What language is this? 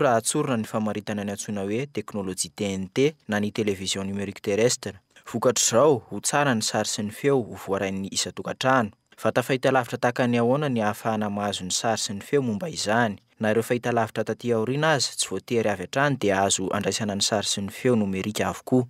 Malagasy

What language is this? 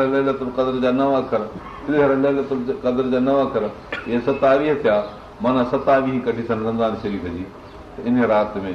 Sindhi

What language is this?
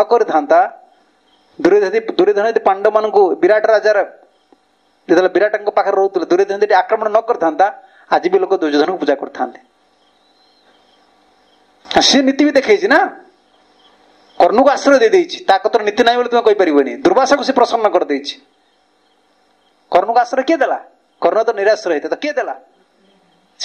Odia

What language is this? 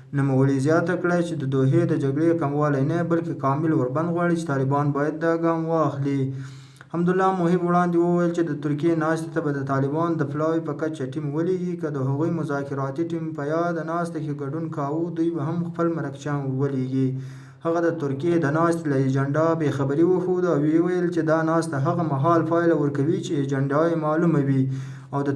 Pashto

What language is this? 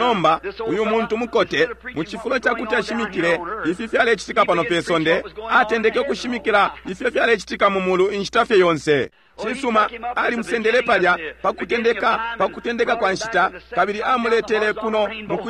Bemba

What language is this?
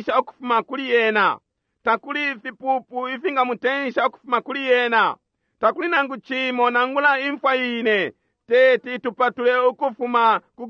Bemba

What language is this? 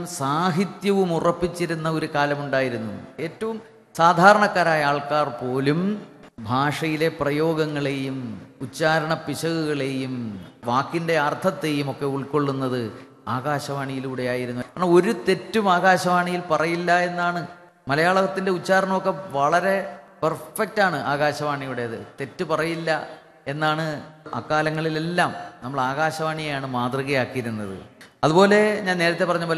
Malayalam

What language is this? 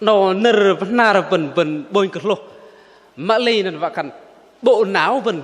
Bahnar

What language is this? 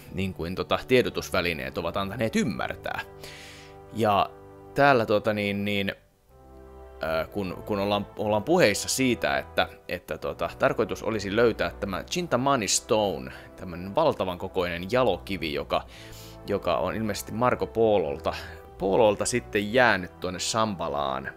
Finnish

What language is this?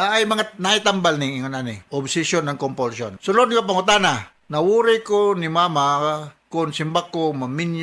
Cebuano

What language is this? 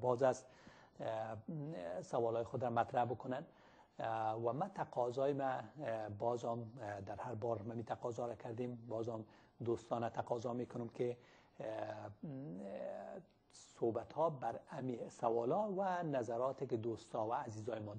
Persian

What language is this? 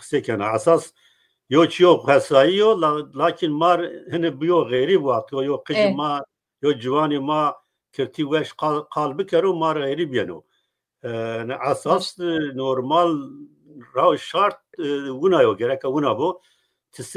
Zaza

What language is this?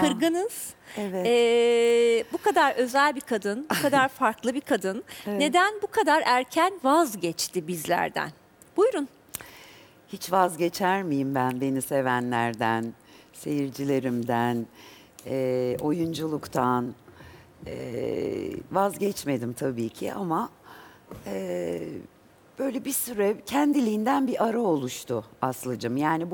Turkish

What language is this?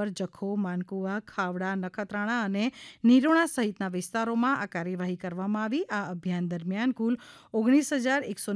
Gujarati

